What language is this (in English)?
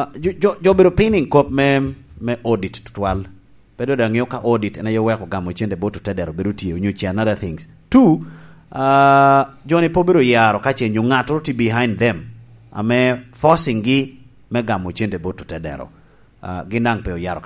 Lango (Uganda)